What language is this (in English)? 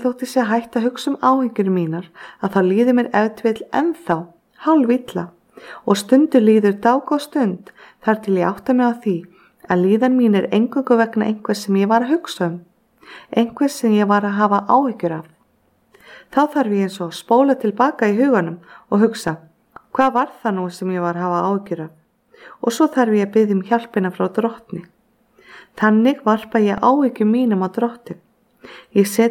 Icelandic